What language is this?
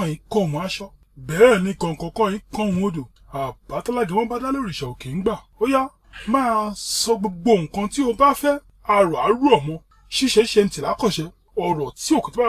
Yoruba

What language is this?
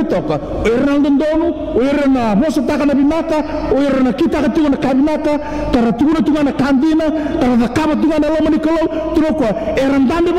Fijian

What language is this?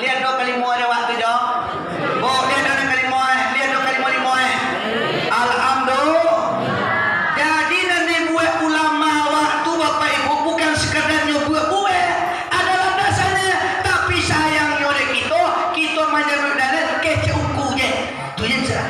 Minangkabau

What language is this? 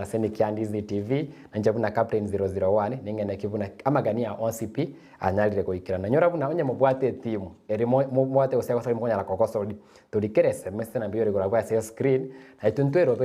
Gusii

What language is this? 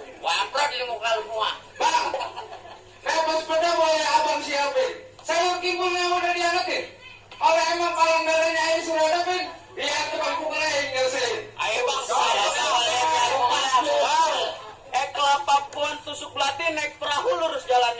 Betawi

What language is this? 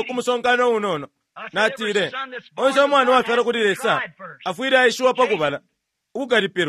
Bemba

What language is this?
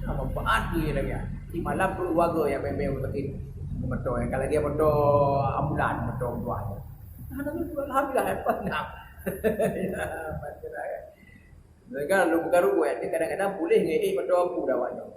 Achinese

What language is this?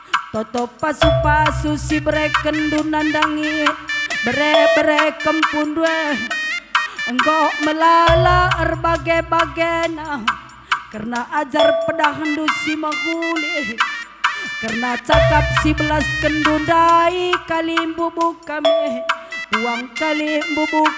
Batak Karo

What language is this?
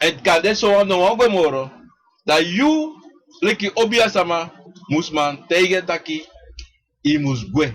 Sranan Tongo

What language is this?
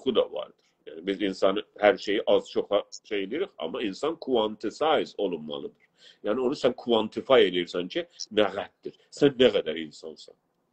South Azerbaijani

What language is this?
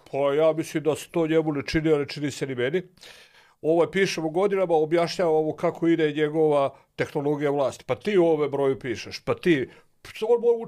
Serbian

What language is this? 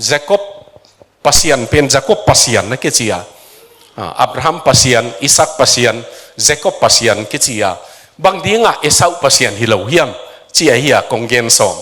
Tedim Chin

